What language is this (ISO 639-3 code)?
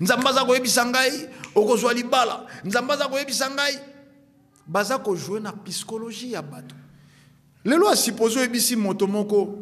lin